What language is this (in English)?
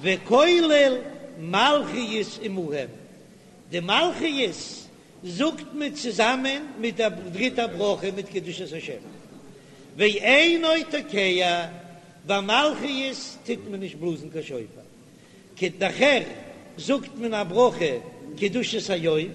Yiddish